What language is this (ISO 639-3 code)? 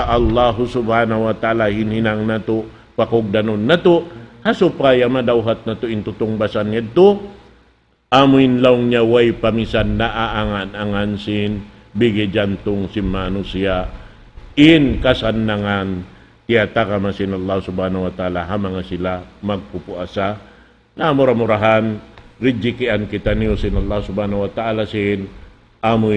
tsg